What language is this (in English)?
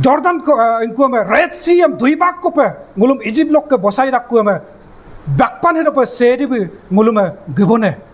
Adi